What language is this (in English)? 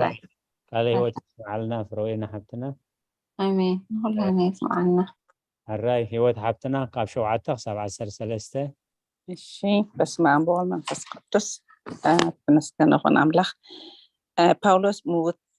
Tigrinya